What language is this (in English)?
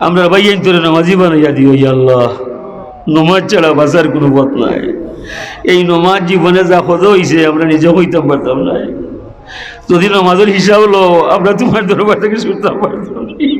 Sylheti